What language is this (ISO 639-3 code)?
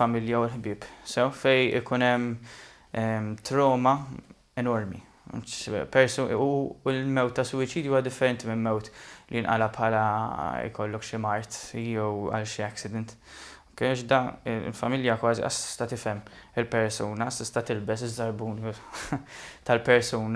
mlt